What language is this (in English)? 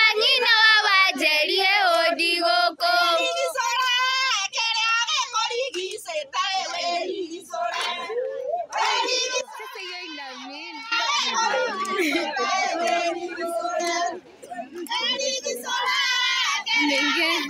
Kikuyu